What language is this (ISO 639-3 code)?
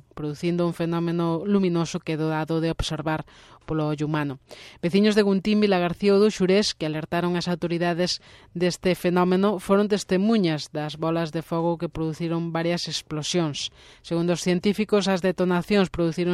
glg